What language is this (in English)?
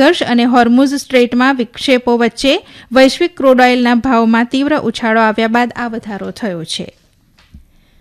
Gujarati